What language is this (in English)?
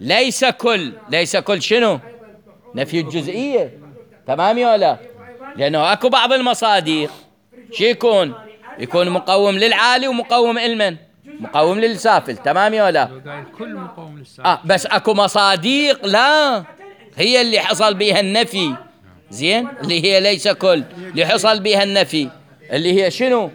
Mesopotamian Arabic